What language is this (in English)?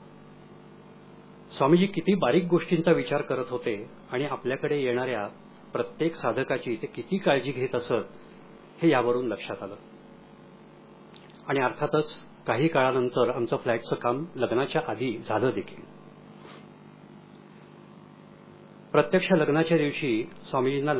Marathi